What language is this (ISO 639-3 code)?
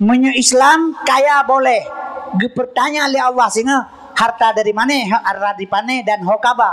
ace